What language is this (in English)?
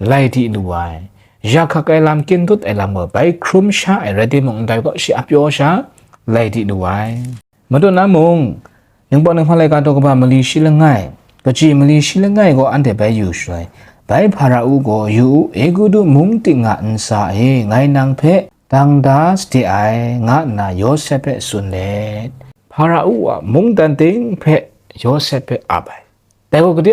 Kachin